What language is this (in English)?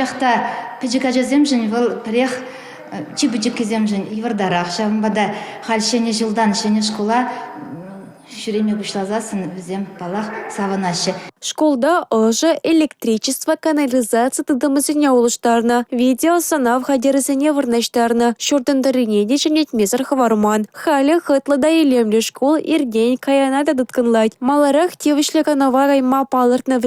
Chuvash